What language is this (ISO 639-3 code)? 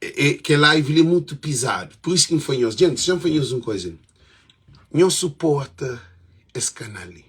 kea